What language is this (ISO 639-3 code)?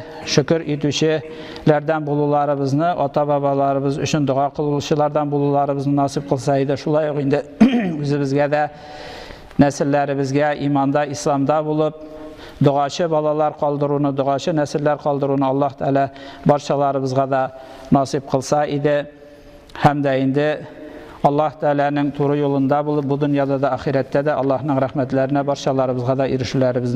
tat